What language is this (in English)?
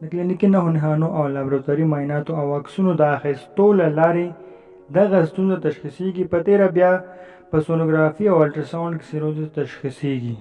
Pashto